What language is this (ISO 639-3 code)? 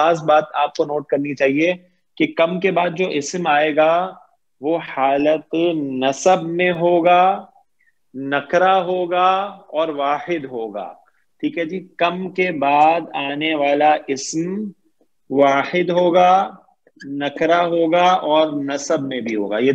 urd